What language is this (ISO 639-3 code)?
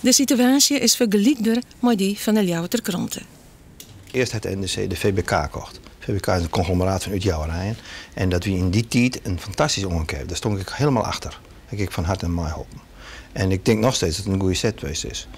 fry